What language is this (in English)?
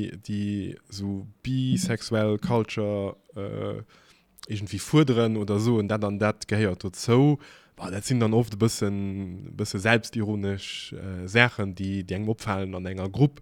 Luxembourgish